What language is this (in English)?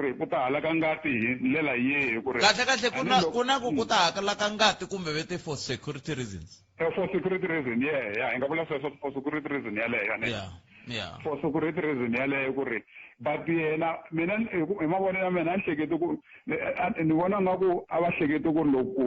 Tsonga